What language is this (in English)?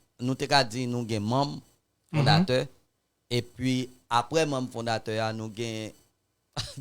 Haitian Creole